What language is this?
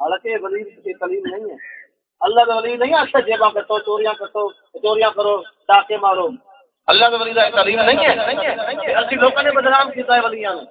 Saraiki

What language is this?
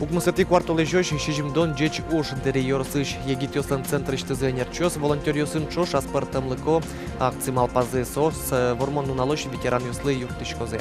Udmurt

